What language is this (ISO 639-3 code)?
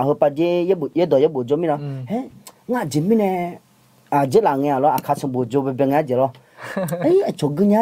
ahk